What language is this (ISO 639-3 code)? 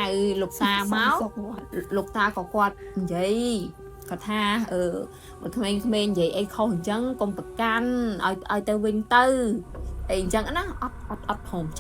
khm